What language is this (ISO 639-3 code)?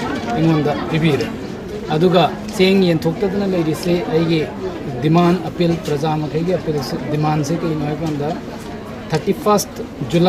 mni